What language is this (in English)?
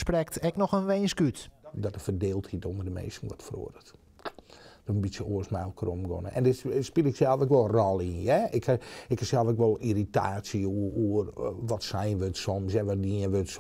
Western Frisian